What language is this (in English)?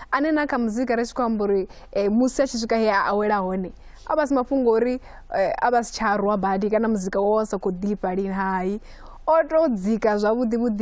Venda